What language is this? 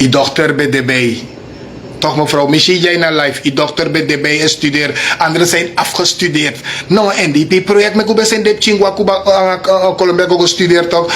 Sranan Tongo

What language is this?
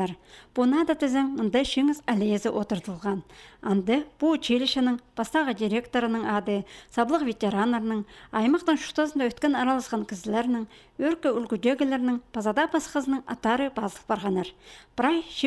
Khakas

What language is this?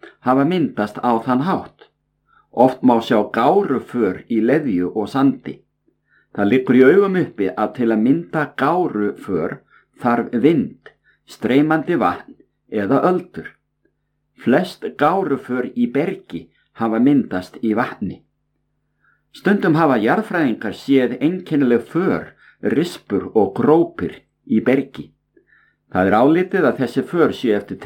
Icelandic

